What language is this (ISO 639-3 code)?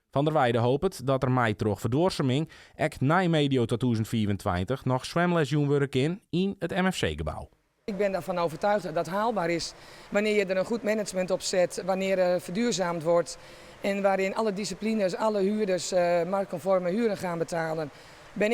fry